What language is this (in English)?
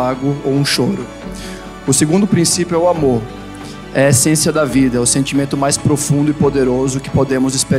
Portuguese